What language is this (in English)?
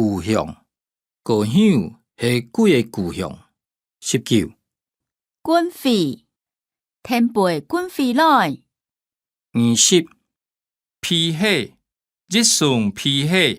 Hakka Chinese